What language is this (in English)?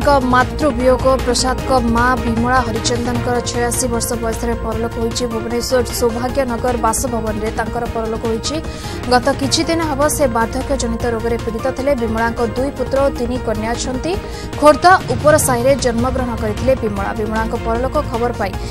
Odia